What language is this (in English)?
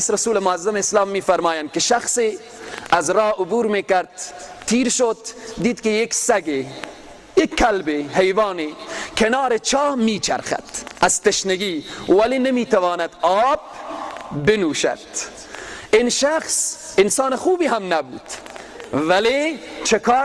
Persian